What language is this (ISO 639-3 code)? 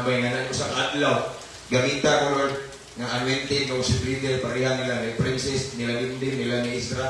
ceb